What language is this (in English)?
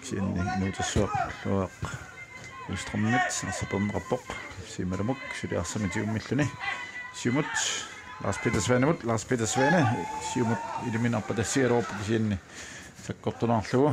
Kalaallisut